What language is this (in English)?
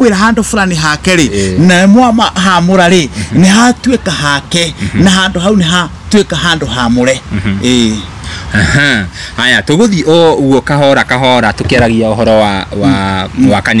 Kikuyu